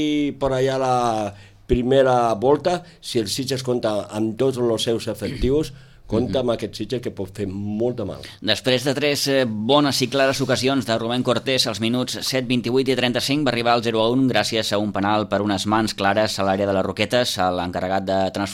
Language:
Catalan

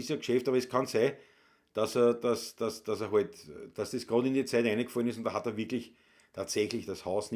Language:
Bavarian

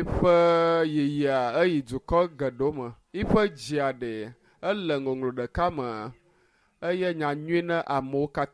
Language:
Ewe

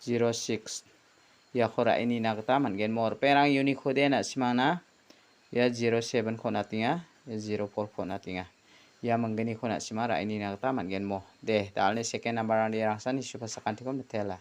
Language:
Garo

